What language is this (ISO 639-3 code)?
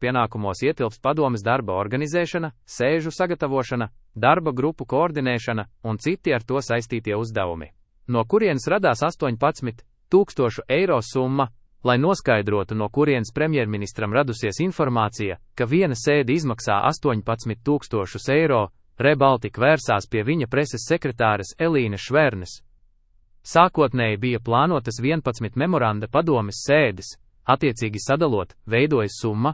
lav